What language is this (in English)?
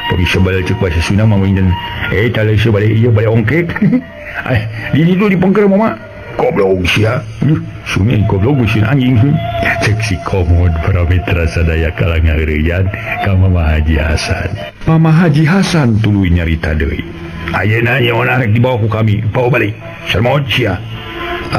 Sundanese